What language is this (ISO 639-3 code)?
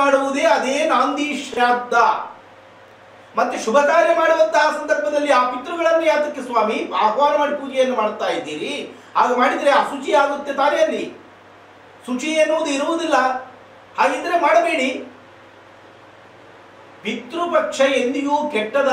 kan